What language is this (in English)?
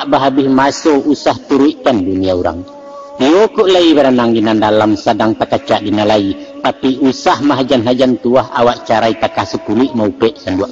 Minangkabau